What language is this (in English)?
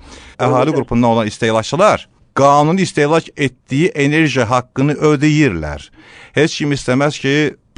Azerbaijani